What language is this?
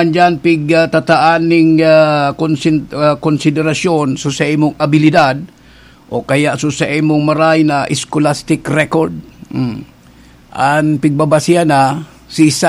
Bikol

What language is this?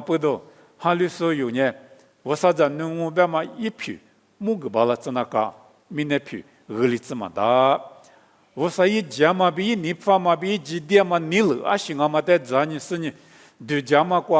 Lisu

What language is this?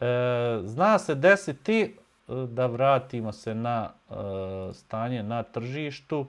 Bosnian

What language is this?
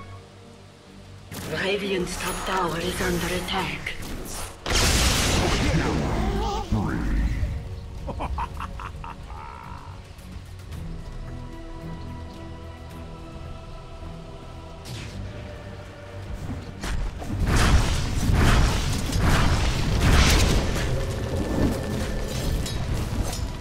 English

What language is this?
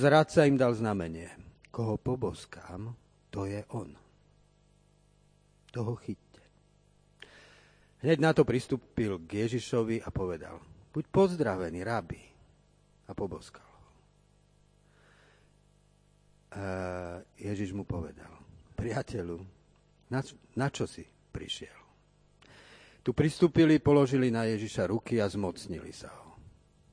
Slovak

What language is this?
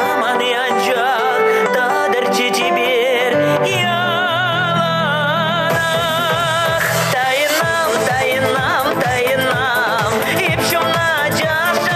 Chuvash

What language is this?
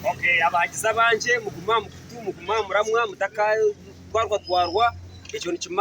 Nyankole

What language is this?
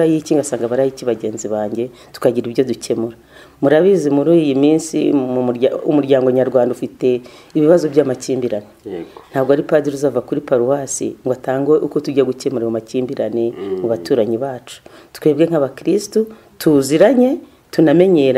Kinyarwanda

